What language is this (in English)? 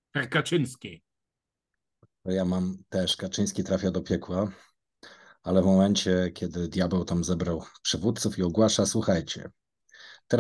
Polish